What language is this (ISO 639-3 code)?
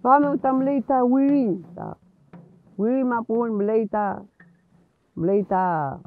arn